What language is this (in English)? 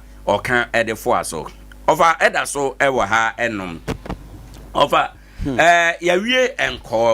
Akan